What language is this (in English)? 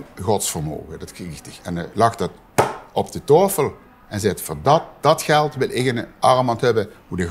Limburgish